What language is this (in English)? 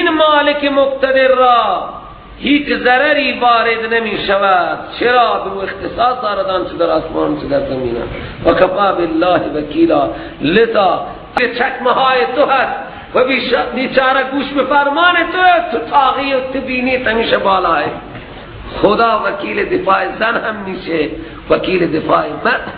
Persian